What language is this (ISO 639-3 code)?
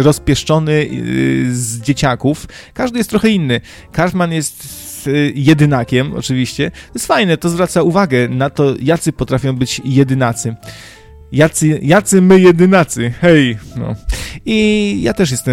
pol